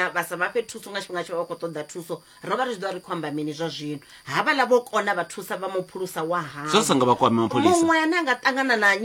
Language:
Venda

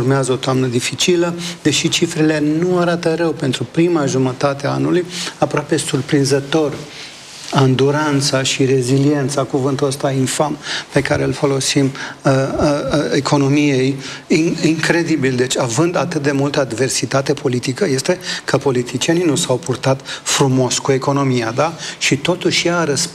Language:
Romanian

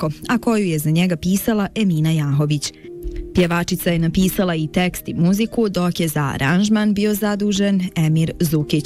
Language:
Bosnian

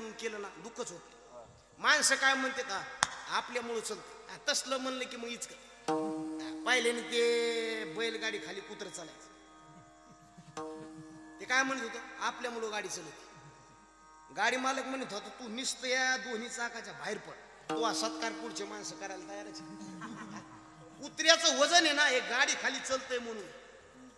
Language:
Marathi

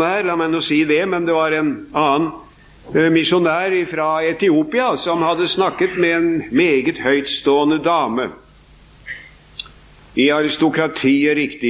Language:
Norwegian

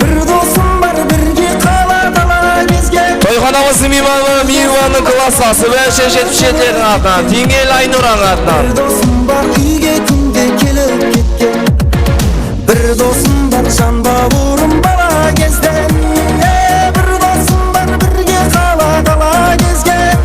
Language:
Kara-Kalpak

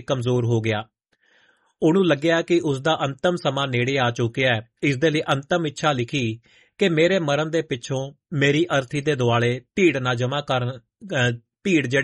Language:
Punjabi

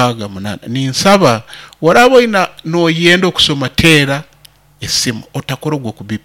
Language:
Nyoro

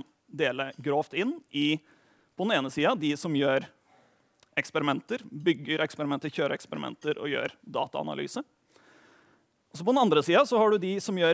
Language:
Norwegian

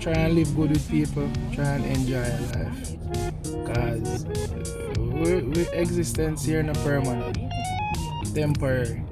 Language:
Jamaican Creole English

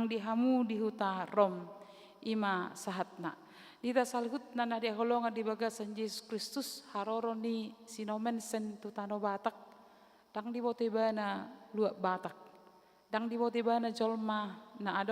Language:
Batak Toba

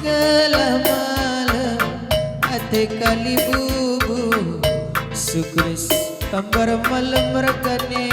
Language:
Batak Karo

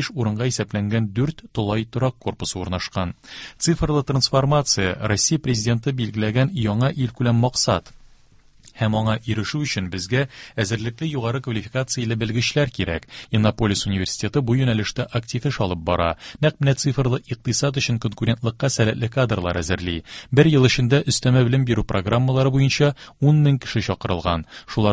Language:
Tatar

